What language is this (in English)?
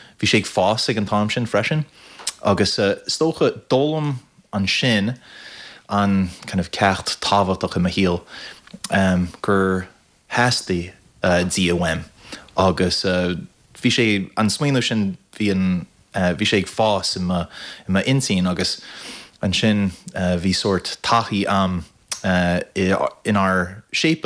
Irish